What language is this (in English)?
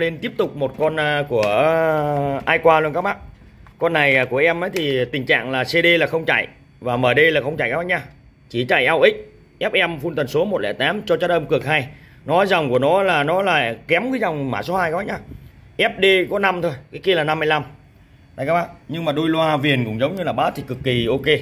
Vietnamese